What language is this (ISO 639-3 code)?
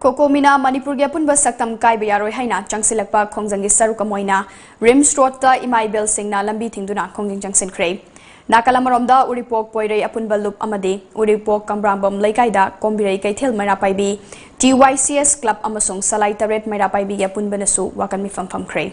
mni